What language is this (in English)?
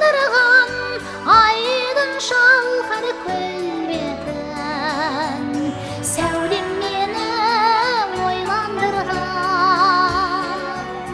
Kazakh